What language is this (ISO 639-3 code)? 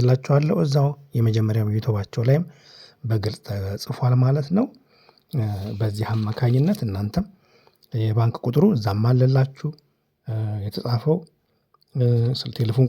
amh